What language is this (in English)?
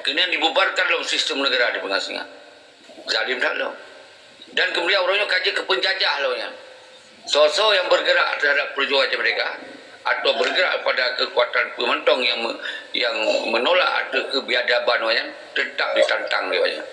Achinese